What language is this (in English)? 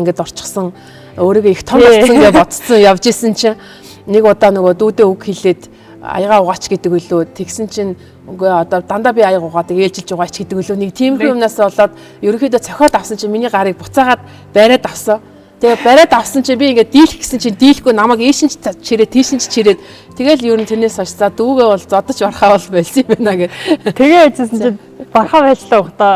Mongolian